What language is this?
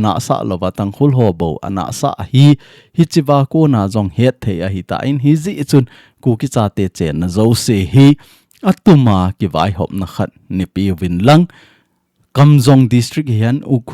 Thado Chin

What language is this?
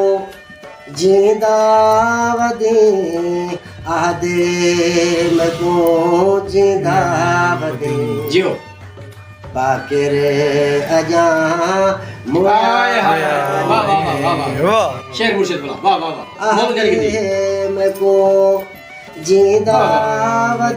Saraiki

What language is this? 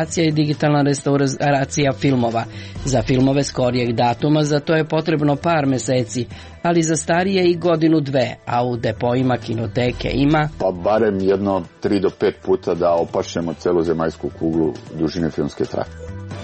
Serbian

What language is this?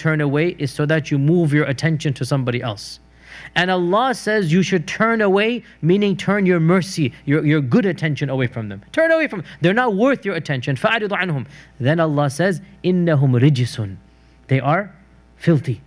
English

